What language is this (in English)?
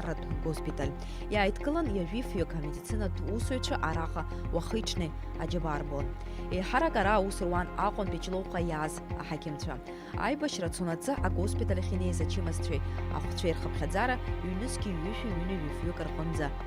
Abkhazian